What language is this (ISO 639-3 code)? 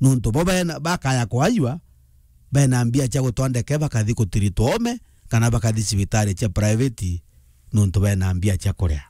mer